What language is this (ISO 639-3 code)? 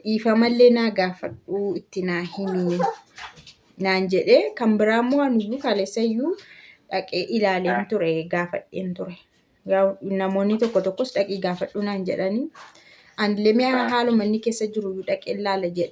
orm